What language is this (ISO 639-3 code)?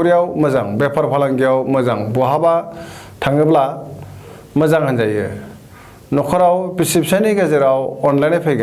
brx